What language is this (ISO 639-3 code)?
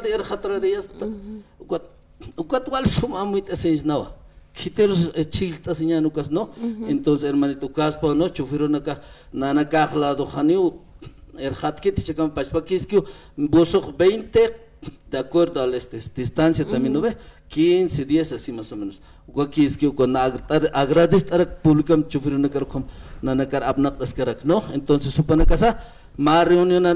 aym